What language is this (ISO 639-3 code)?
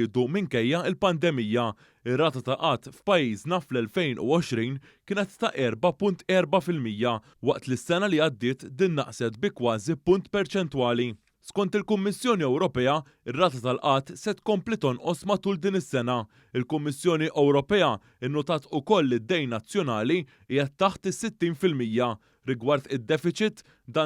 mlt